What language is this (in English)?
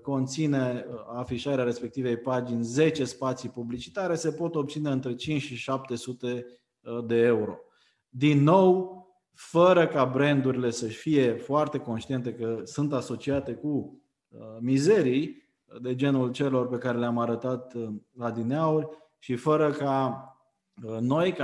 Romanian